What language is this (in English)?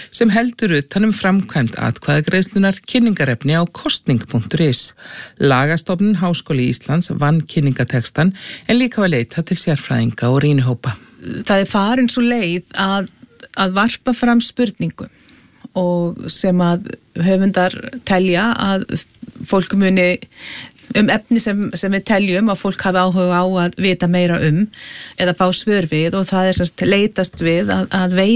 Icelandic